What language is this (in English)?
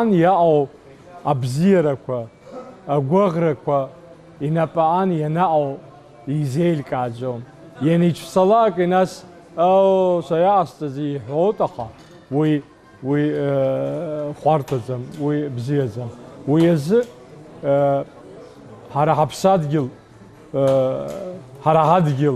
Abkhazian